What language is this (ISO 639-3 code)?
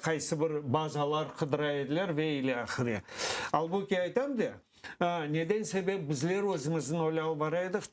crh